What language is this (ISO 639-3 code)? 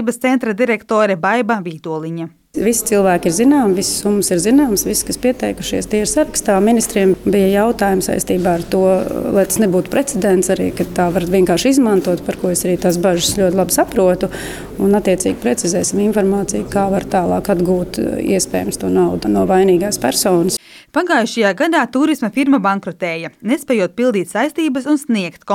lav